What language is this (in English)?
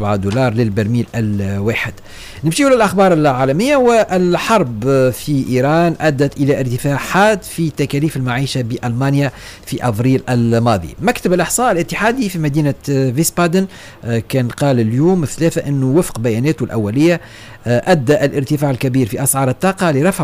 Tunisian Arabic